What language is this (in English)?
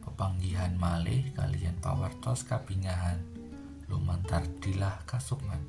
Javanese